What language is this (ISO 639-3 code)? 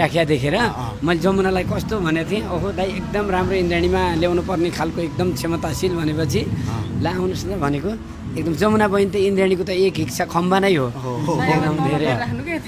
nep